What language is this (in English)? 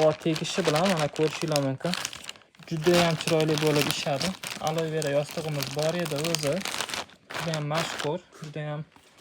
Uzbek